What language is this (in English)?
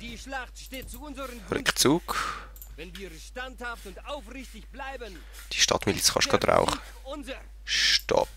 Swiss German